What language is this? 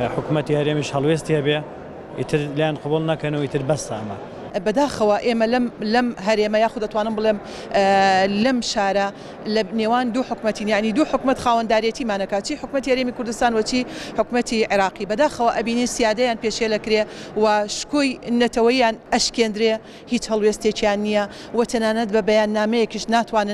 Central Kurdish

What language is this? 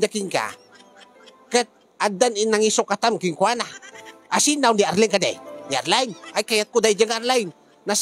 Iloko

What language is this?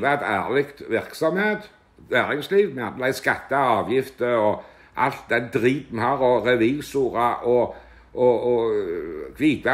Norwegian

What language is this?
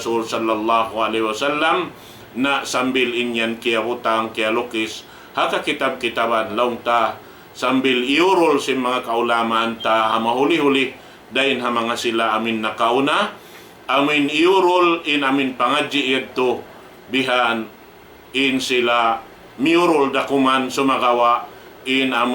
Tausug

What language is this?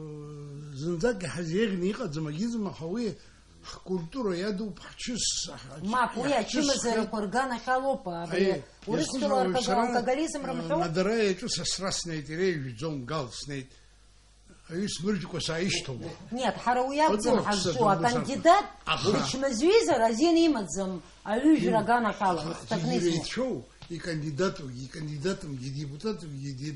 Abkhazian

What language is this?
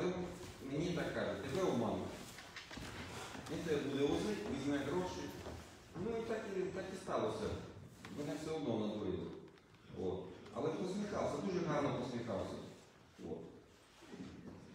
Ukrainian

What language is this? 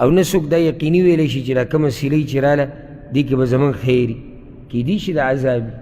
Pashto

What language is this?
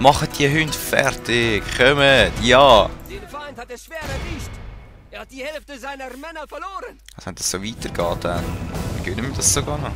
Swiss German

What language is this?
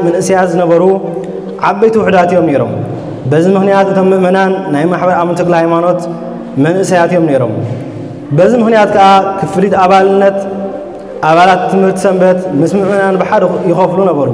Tigrinya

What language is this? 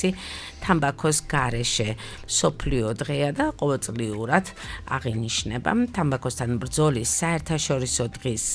Georgian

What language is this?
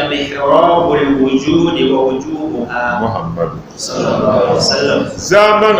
Dagbani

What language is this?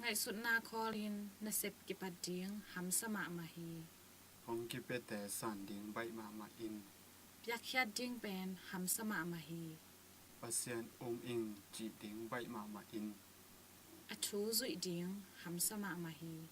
Tedim Chin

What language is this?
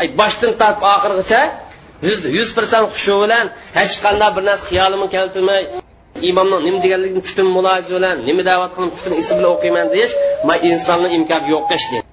Uyghur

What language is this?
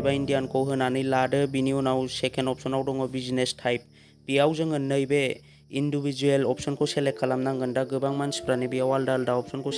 Bodo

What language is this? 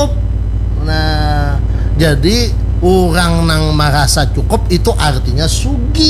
Banjar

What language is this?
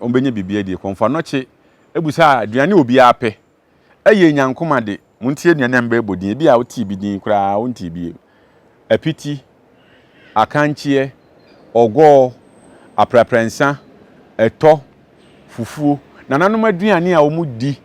Akan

